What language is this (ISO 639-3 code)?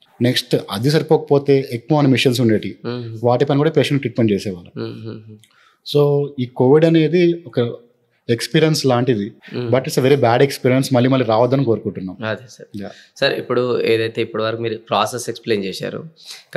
tel